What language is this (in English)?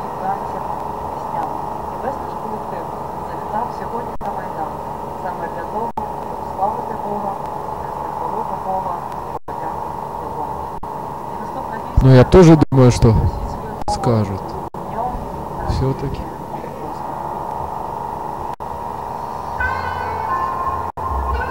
Ukrainian